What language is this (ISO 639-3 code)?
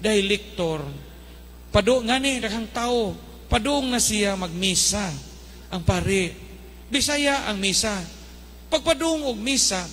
ceb